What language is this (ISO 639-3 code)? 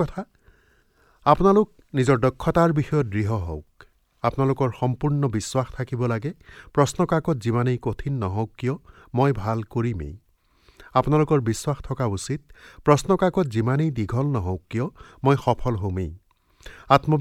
asm